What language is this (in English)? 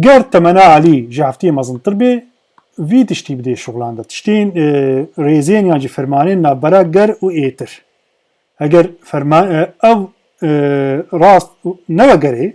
Kurdish